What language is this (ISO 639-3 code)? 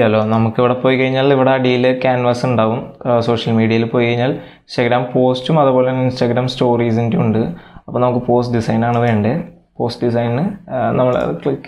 mal